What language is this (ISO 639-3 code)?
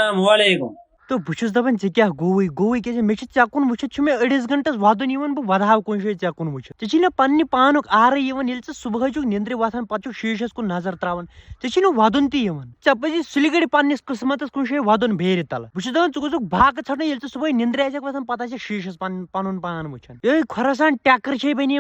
kas